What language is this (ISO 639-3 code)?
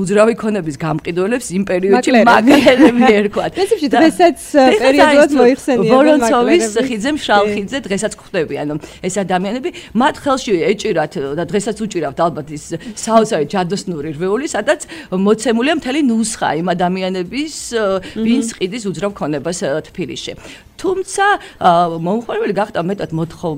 kat